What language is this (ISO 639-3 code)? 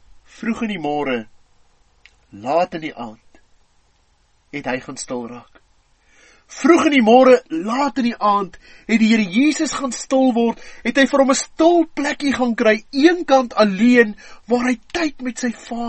afr